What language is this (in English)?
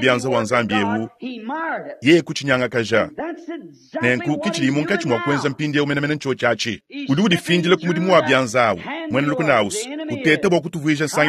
Luba-Lulua